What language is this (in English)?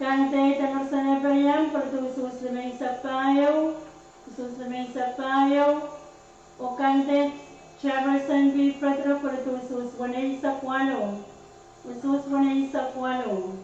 Pohnpeian